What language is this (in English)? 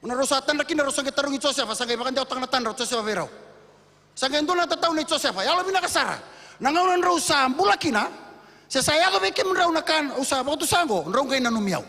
Fijian